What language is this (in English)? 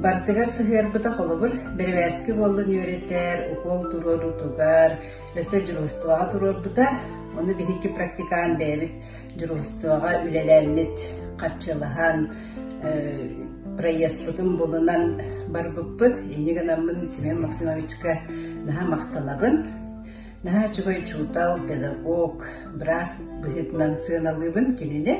Yakut